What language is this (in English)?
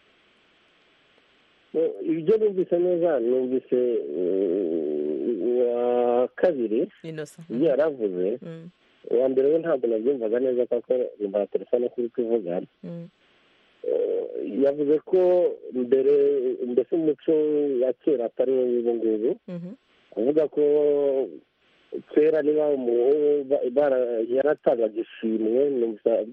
Kinyarwanda